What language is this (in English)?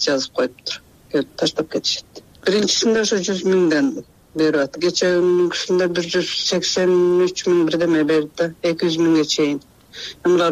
Kyrgyz